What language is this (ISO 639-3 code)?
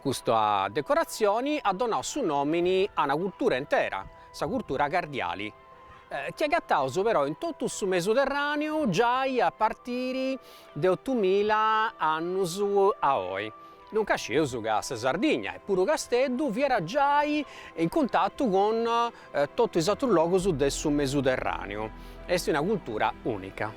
srd